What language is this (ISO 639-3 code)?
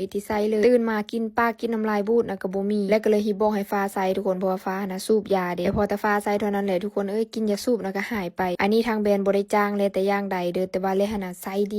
lao